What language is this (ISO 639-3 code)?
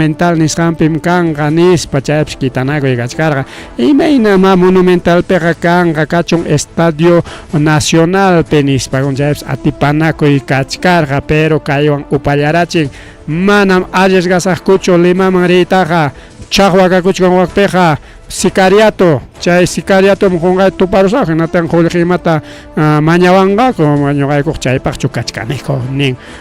quy